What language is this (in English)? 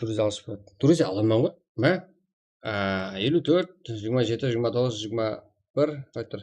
Kara-Kalpak